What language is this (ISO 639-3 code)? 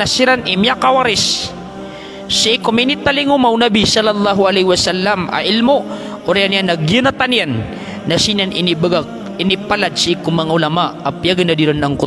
mrw